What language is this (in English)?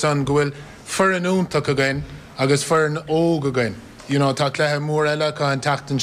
Irish